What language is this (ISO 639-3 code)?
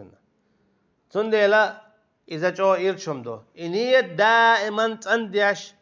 che